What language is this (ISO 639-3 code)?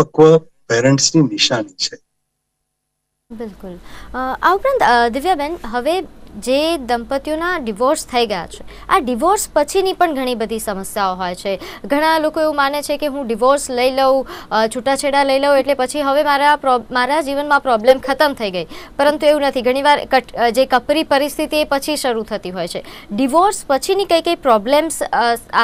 guj